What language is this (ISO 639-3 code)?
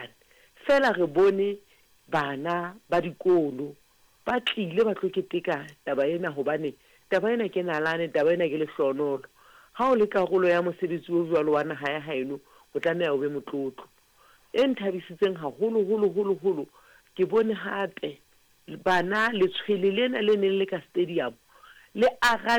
sot